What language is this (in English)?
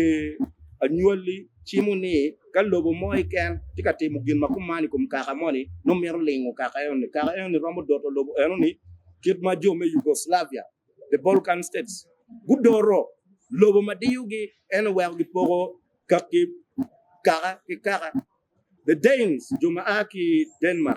Acoli